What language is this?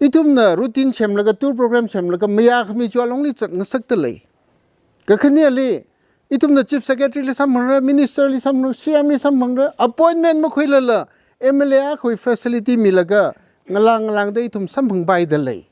Tangkhul Naga (India)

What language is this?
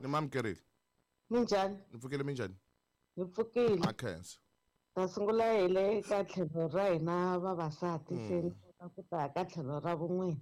Tsonga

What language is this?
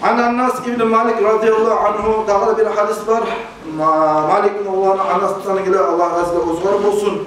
Kumyk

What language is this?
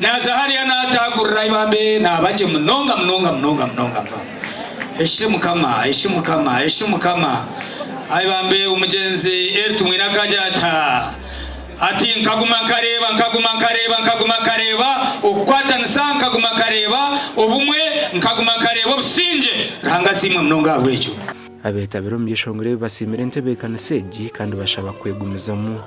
Nyankole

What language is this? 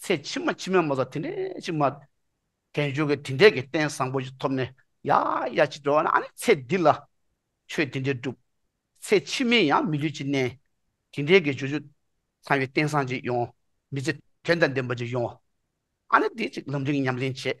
Tibetan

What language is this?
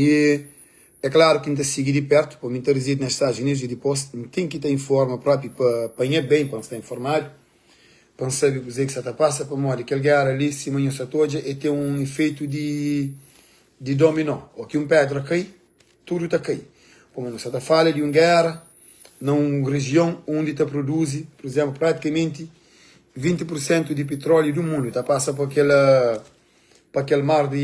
Kabuverdianu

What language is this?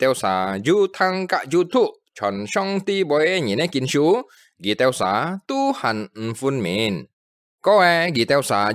Hakka Chinese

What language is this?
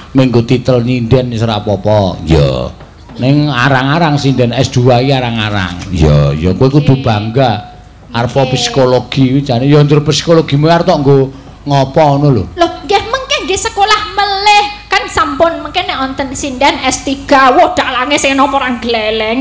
Javanese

